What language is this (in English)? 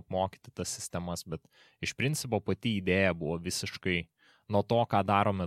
Lithuanian